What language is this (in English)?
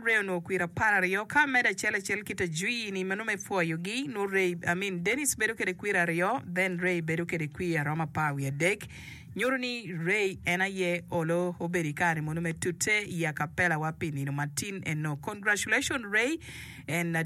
Acoli